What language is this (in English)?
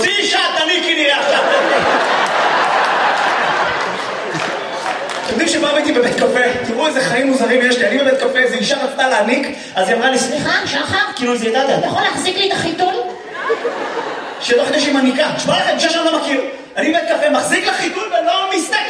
Hebrew